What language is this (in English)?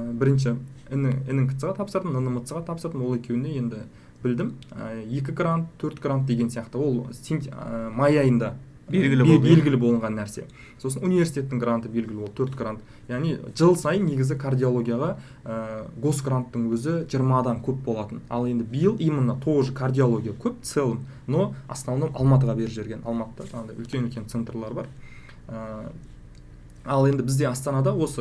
Kazakh